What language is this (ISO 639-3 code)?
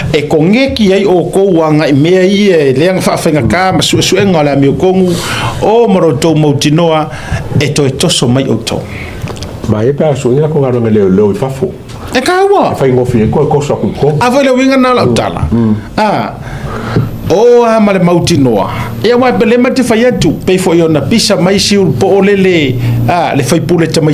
smo